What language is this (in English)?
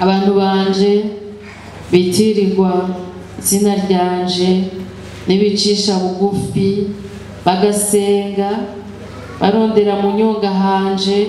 Rundi